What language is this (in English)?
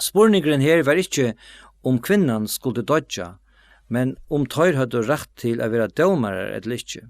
Faroese